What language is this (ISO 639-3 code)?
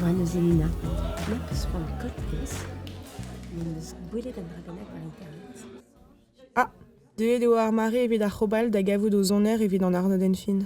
bre